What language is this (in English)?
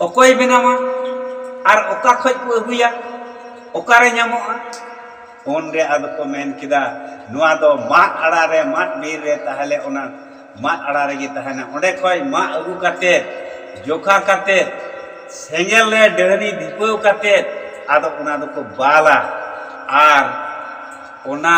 Santali